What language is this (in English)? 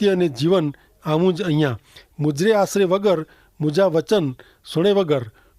Kachhi